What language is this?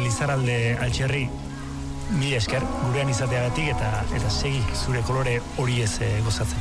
Basque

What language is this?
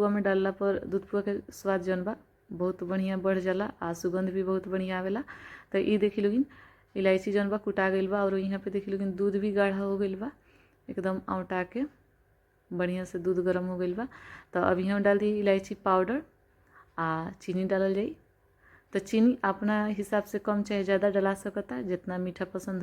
Bhojpuri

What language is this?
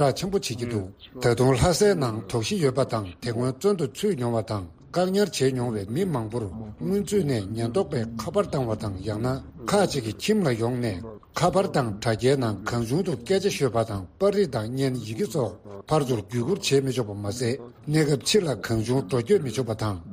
Tibetan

